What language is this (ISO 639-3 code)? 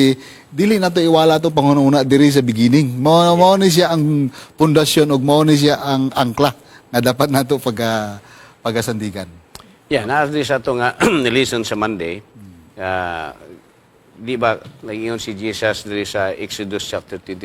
ceb